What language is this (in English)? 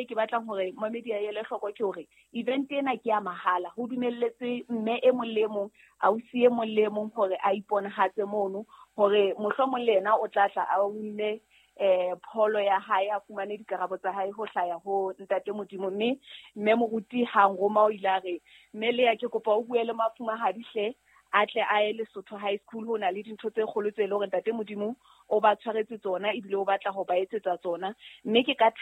Southern Sotho